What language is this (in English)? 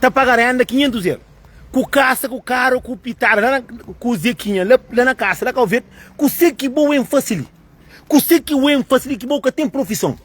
Kabuverdianu